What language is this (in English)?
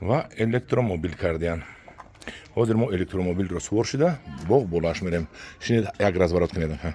Tajik